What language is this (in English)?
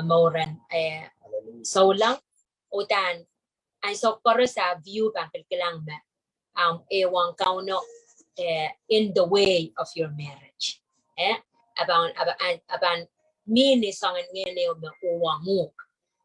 Pohnpeian